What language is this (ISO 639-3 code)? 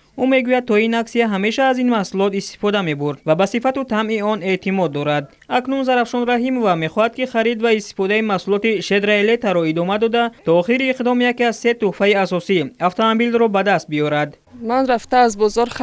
tgk